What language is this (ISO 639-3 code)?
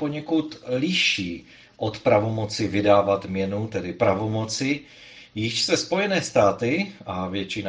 ces